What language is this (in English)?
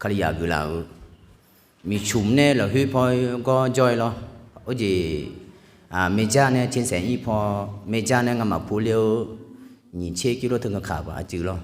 Akha